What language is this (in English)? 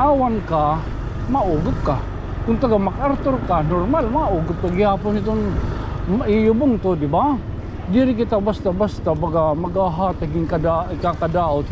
Waray